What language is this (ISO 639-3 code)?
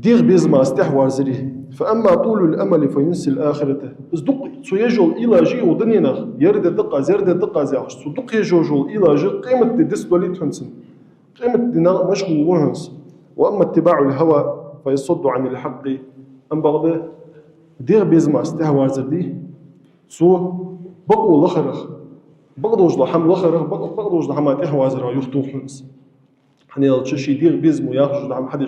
inh